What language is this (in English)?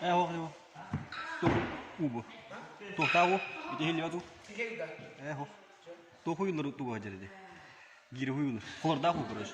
Yakut